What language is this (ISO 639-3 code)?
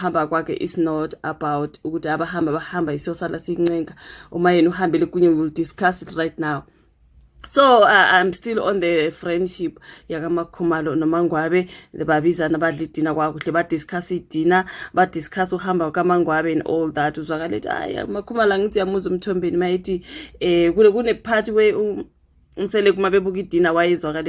zul